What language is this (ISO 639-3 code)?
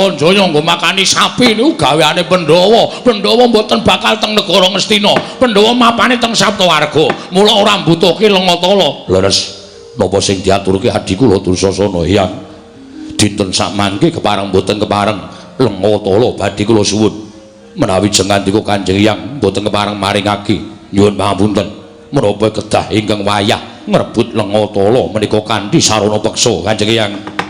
jav